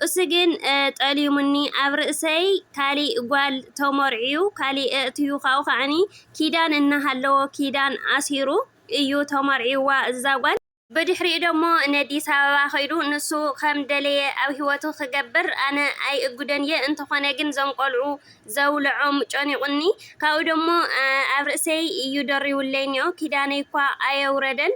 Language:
Tigrinya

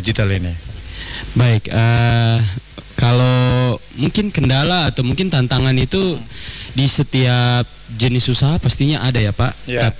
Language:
Indonesian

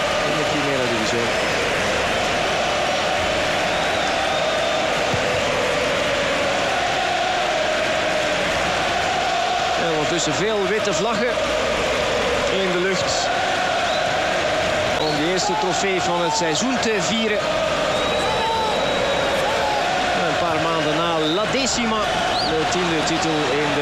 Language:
Dutch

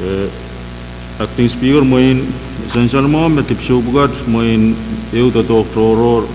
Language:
Pohnpeian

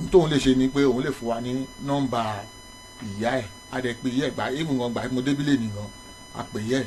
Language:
Yoruba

